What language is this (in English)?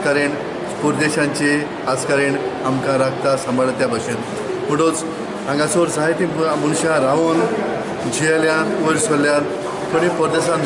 Konkani